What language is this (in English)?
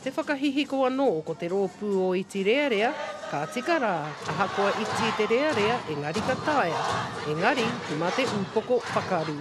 Māori